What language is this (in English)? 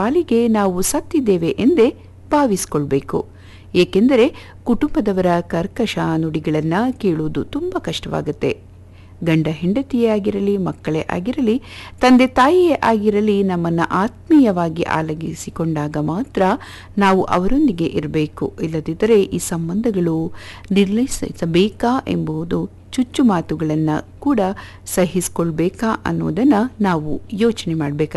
Kannada